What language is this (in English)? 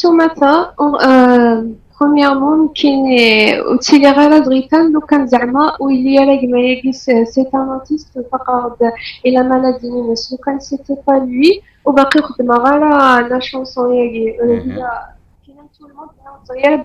Kabyle